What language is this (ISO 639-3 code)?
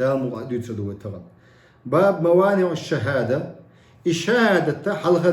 che